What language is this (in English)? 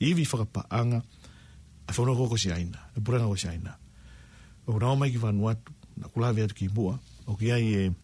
Tongan